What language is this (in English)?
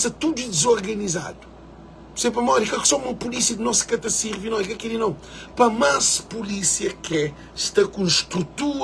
Kabuverdianu